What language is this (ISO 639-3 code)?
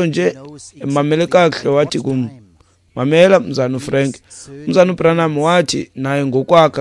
xho